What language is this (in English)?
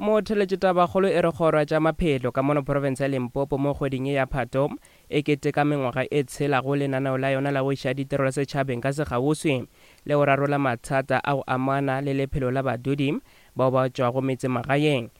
Northern Sotho